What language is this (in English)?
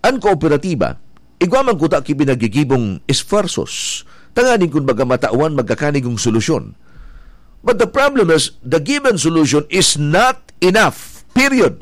Bikol